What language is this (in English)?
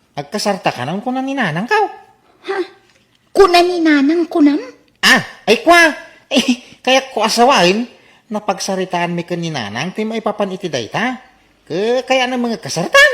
Iloko